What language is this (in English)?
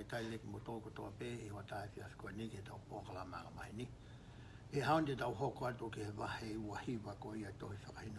Tongan